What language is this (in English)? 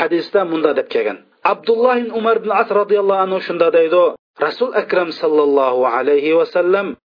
Uyghur